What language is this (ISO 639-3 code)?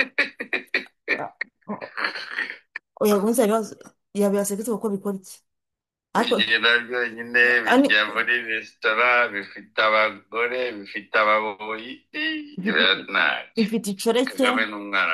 kin